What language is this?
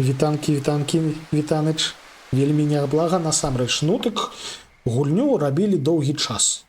Belarusian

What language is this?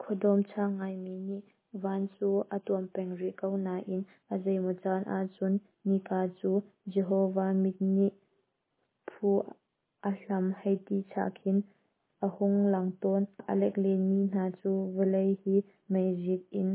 Hakha Chin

